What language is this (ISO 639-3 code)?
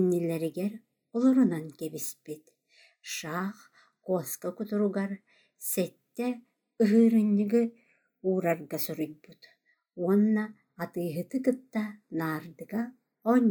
sah